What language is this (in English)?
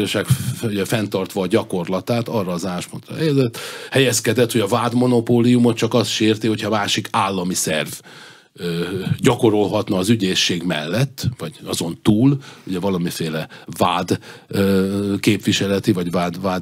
Hungarian